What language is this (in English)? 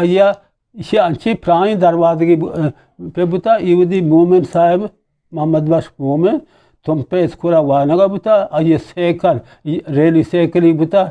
Eastern Balochi